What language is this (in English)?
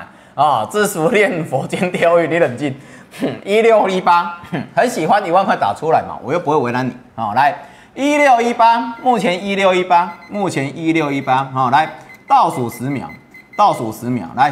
Chinese